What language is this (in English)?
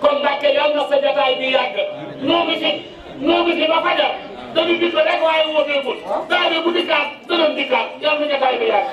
Wolof